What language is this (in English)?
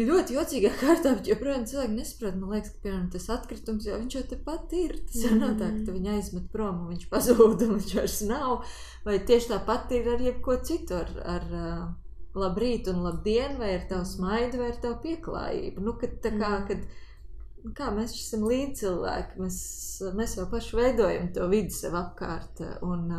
Latvian